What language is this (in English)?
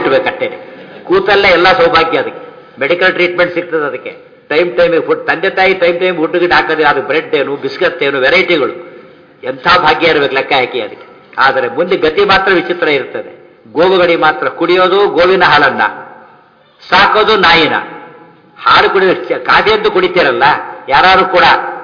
Kannada